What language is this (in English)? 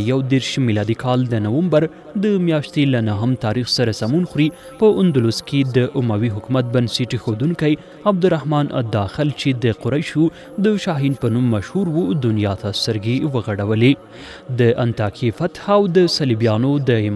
Pashto